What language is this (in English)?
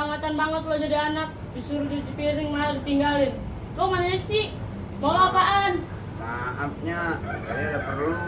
Betawi